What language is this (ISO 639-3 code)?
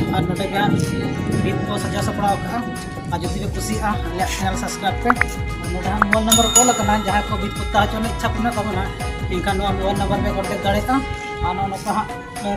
sat